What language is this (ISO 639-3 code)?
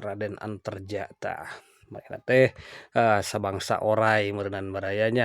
sun